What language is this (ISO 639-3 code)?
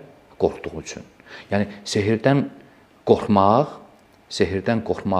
aze